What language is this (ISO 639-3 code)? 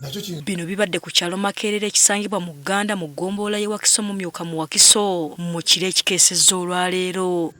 lug